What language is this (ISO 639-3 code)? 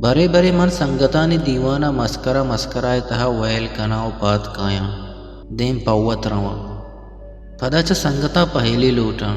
bgp